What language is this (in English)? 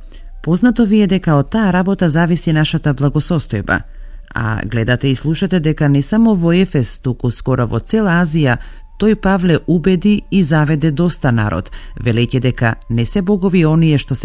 Macedonian